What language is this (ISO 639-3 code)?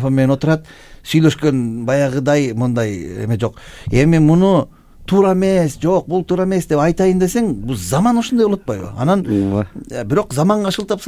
kir